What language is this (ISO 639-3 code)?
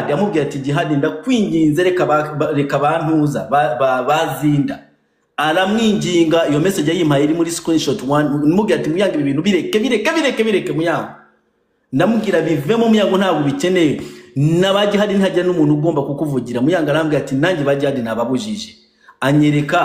kin